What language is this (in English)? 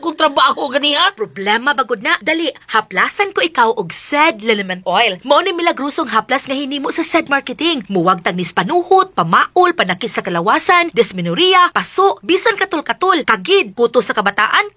Cebuano